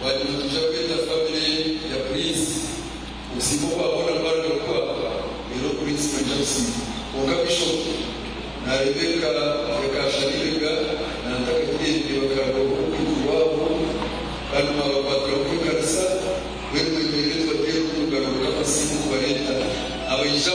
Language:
Nyankole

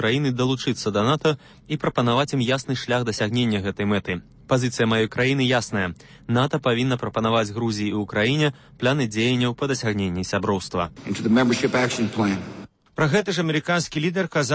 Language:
Belarusian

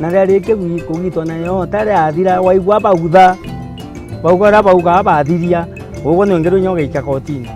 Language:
Meru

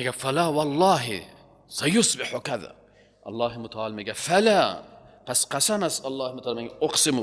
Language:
Persian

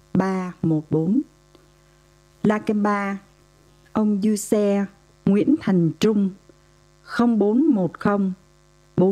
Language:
Vietnamese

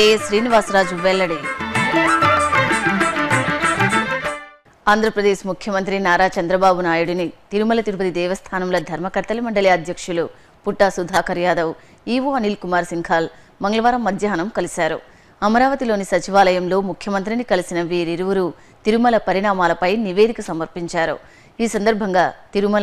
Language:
Telugu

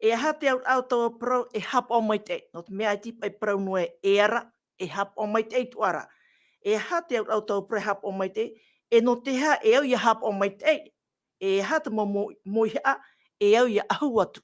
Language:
Tahitian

